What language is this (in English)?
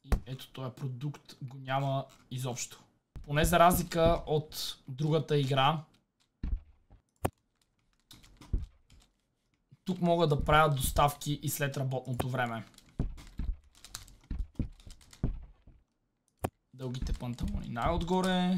Bulgarian